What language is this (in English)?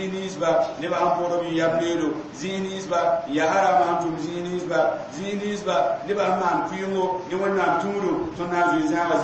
Mossi